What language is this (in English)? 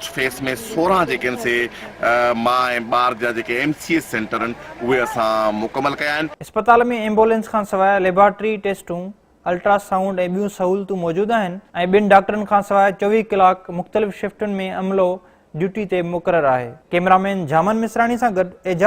Sindhi